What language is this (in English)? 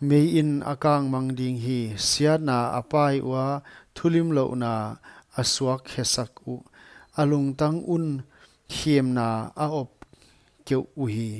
Paite Chin